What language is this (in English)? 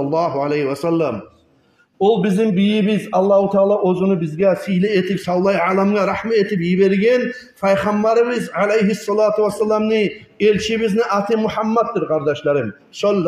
Kumyk